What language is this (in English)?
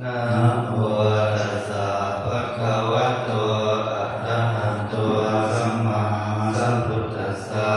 Pali